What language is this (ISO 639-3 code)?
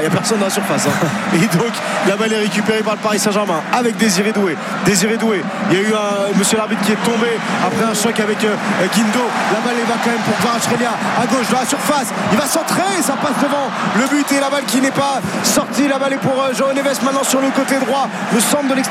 fra